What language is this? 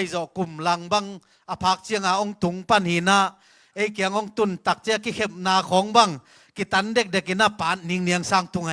Tedim Chin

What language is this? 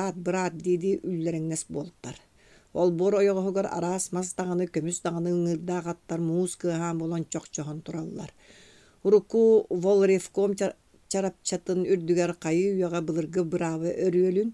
Yakut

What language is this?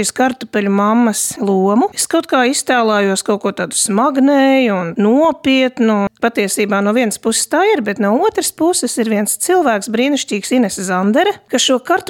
Latvian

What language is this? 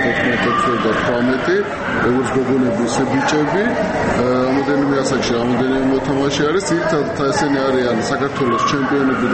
Georgian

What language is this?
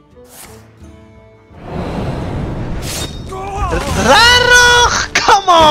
Afrikaans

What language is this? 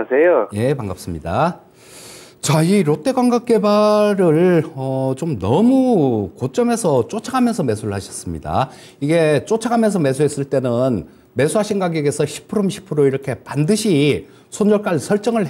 Korean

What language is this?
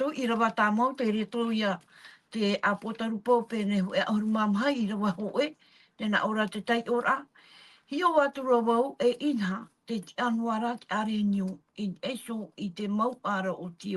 Tahitian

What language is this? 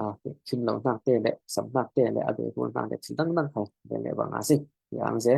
Falam Chin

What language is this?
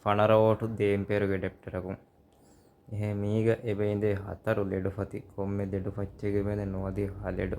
Divehi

